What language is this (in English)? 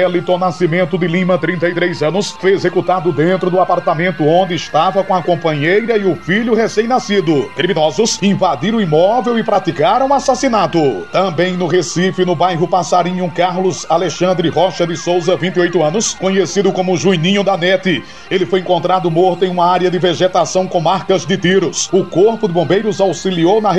Portuguese